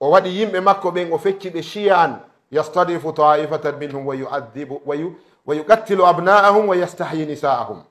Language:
Fula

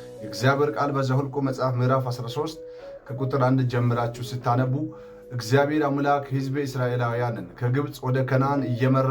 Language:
Amharic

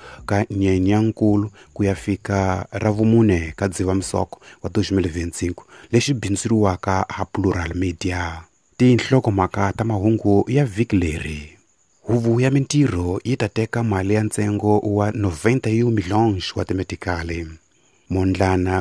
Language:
Tsonga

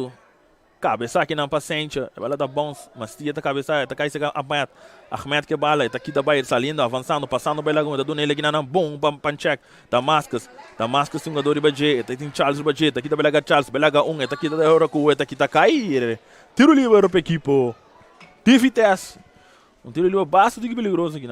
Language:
Papiamento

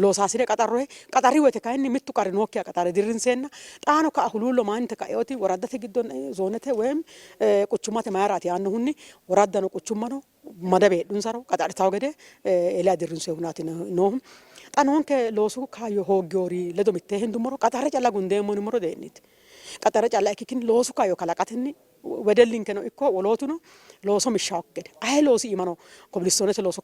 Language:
Sidamo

